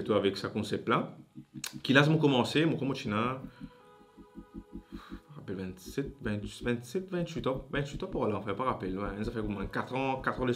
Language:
Morisyen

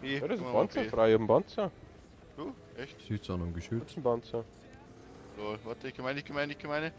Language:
Bavarian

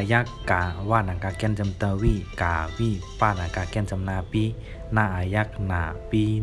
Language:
Shan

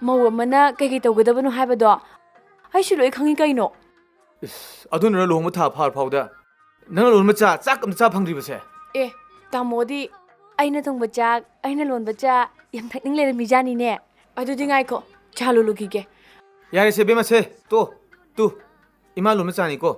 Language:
Manipuri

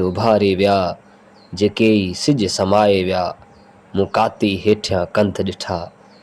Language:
Sindhi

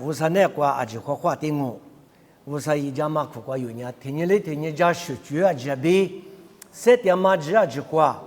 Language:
Lisu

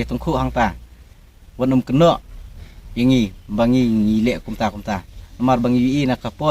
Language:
Khasi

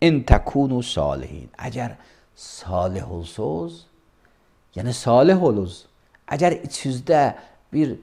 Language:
Azerbaijani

